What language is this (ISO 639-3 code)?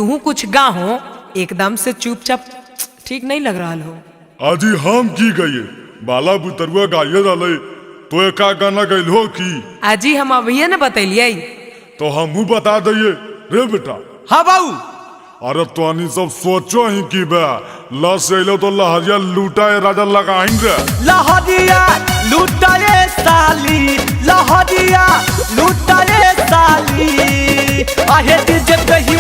mag